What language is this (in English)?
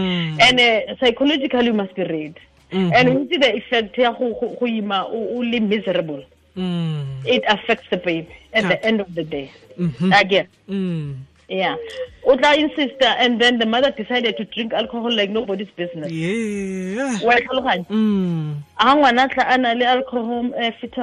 Tswana